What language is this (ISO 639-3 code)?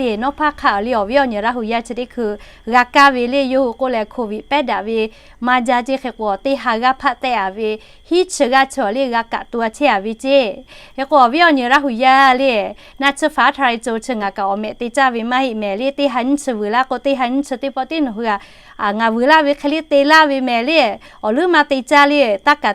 lhu